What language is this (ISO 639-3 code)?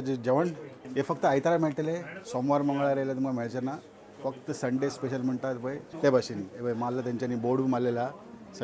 kok